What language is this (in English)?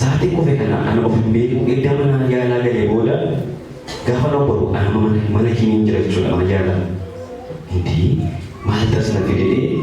Oromo